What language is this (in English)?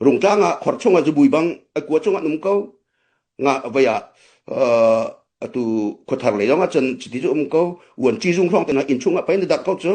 Hakha Chin